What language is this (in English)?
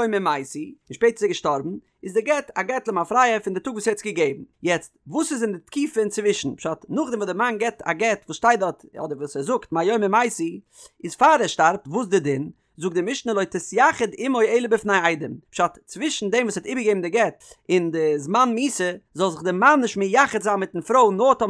Yiddish